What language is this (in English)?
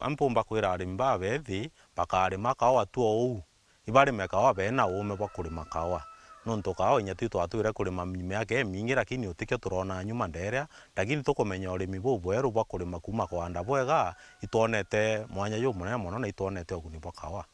Meru